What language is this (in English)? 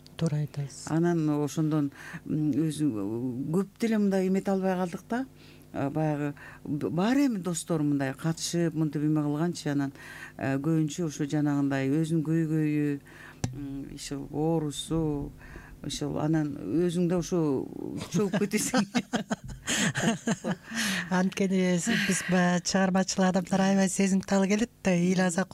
Kyrgyz